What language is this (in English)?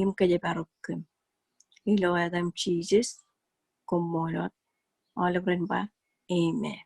Marshallese